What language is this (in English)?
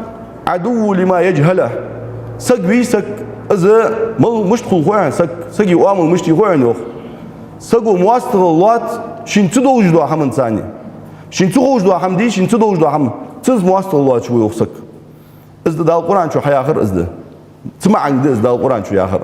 Ingush